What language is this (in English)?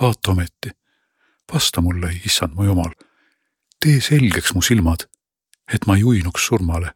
Estonian